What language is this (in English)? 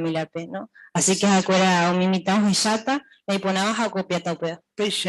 Guarani